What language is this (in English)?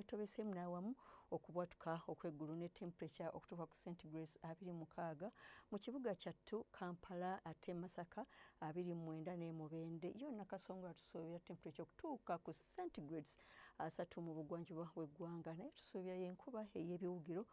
Ganda